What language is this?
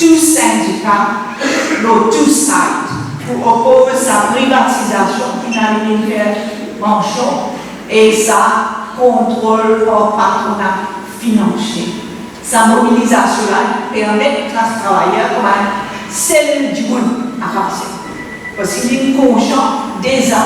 Morisyen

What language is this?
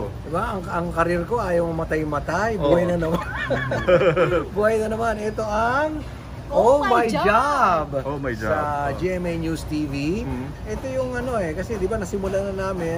Filipino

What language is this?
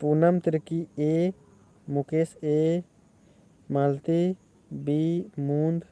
Kurukh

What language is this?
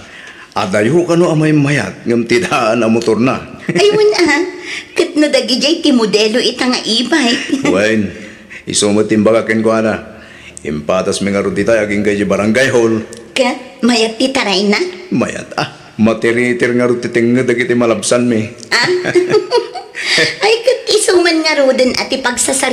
Iloko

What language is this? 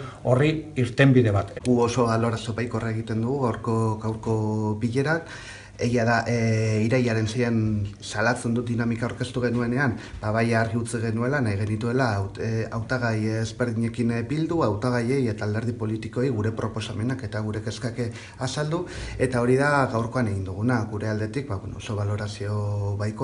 Basque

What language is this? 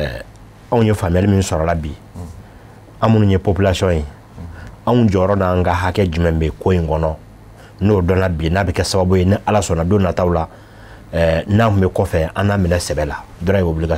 Bambara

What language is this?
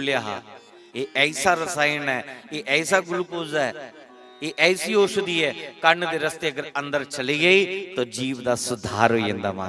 Dogri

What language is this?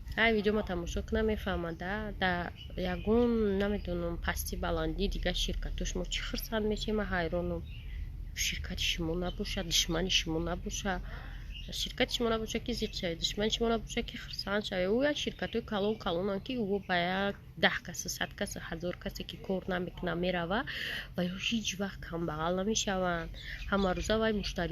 Tajik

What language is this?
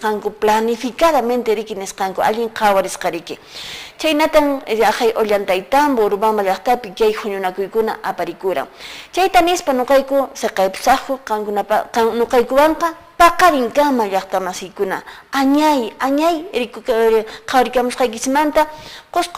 Quechua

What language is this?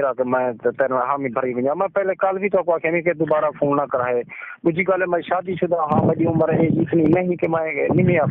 Saraiki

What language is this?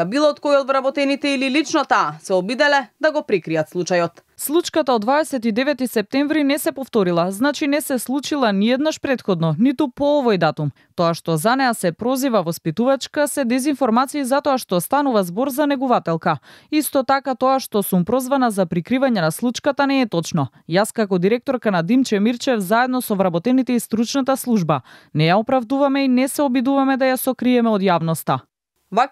Macedonian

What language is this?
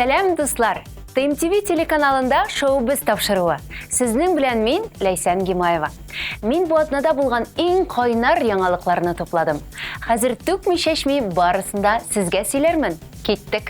Tatar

